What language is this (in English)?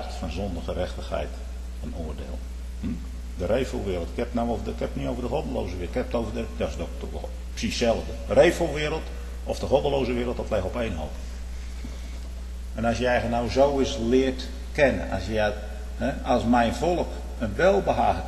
Dutch